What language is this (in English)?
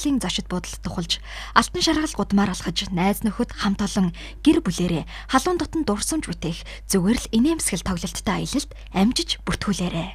Mongolian